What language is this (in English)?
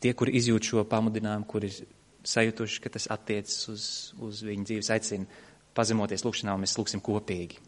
Latvian